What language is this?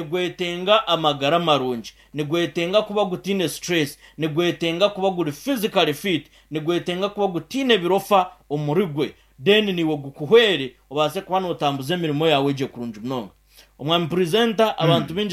Nyankole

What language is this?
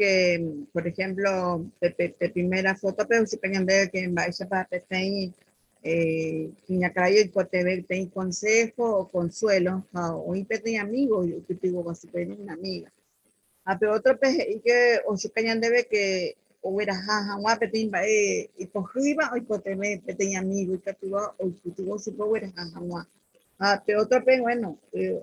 Guarani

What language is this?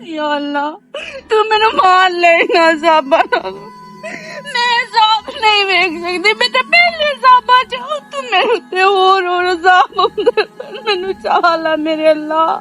Western Panjabi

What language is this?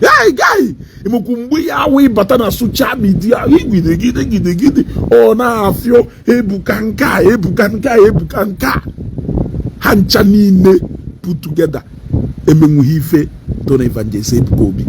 Igbo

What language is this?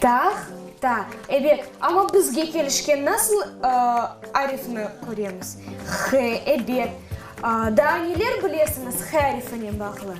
Crimean Tatar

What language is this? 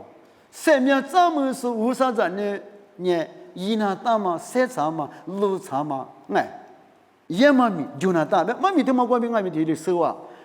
Lisu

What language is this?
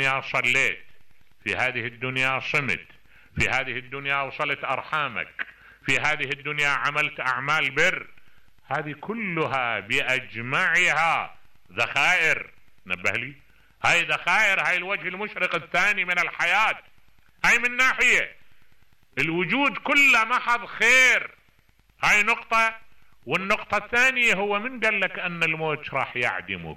Mesopotamian Arabic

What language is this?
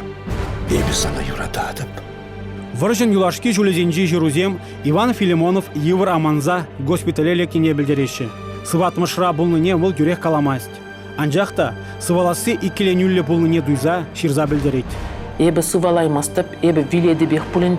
Chuvash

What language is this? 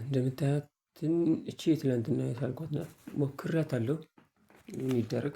Amharic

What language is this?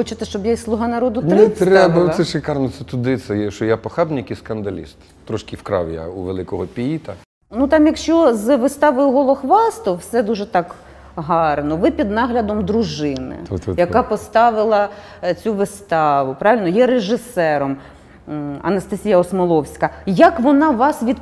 Ukrainian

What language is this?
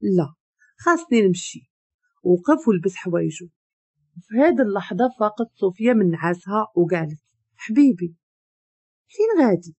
Moroccan Arabic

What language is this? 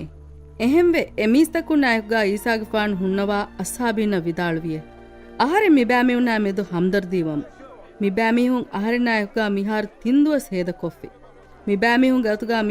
Divehi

